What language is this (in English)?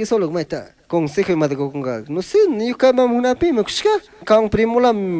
Chimborazo Highland Quichua